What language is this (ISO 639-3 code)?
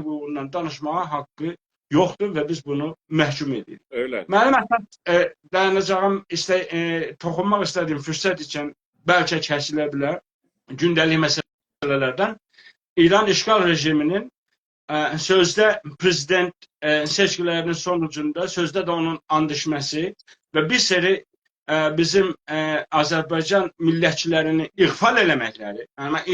azb